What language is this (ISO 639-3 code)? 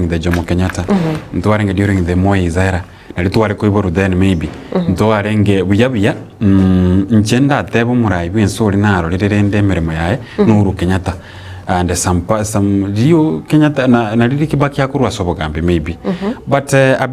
guz